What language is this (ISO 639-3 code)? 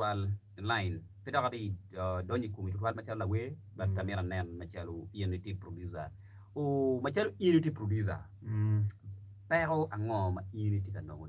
ach